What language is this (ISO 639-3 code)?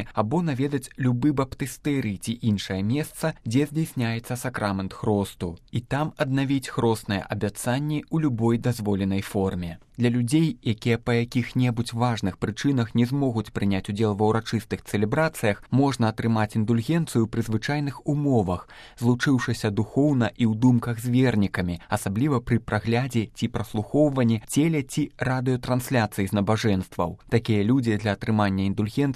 bel